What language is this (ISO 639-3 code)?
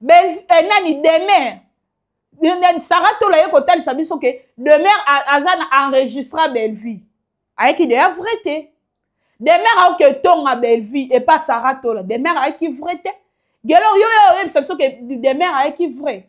lin